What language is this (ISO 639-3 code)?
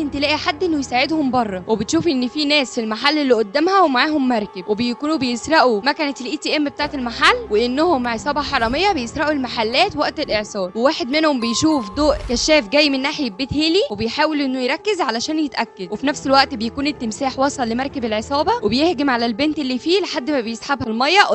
arz